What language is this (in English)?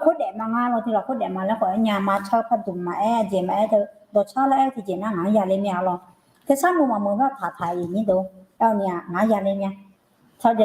Akha